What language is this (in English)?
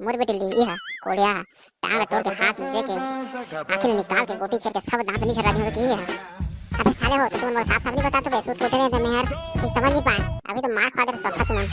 Chhattisgarhi